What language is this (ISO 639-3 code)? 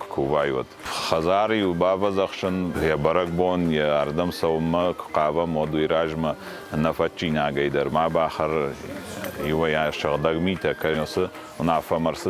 oss